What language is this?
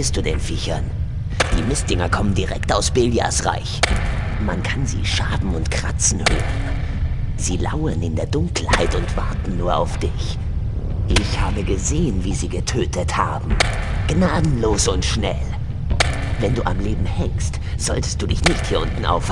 Bavarian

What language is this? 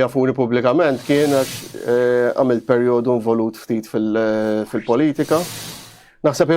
Maltese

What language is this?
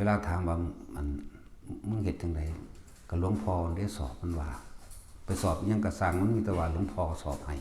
Northeastern Thai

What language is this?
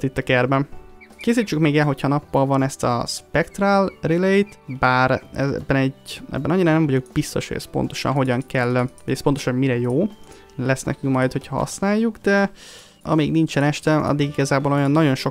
Hungarian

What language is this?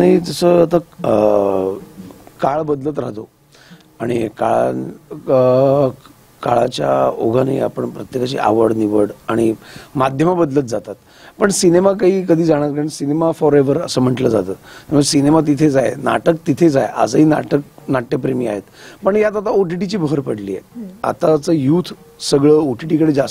Marathi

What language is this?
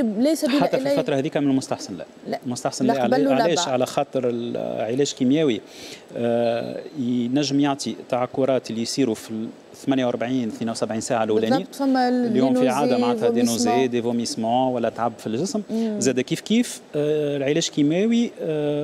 Tunisian Arabic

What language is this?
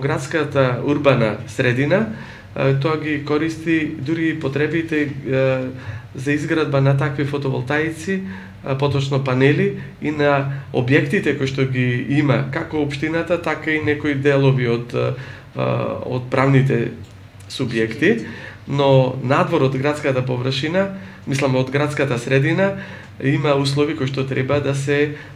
Macedonian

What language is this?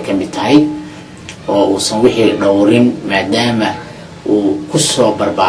Somali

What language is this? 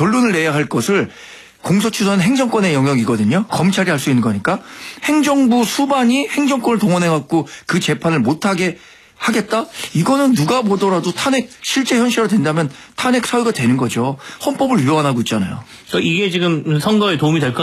Korean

